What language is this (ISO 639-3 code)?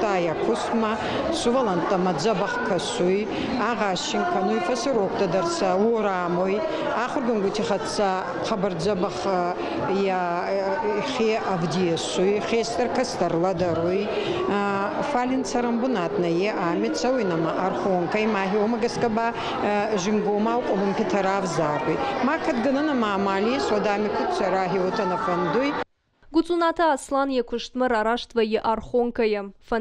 oss